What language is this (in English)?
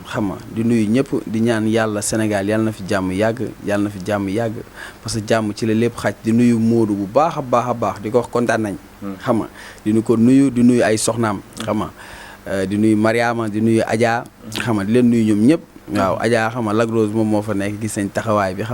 Wolof